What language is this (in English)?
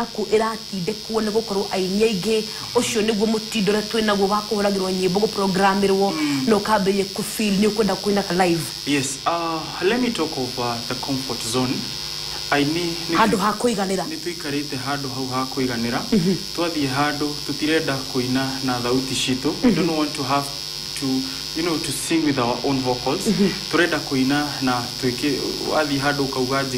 Kikuyu